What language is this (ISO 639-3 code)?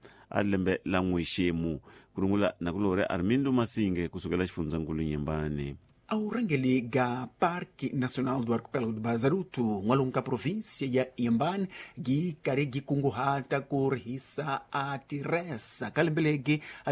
tso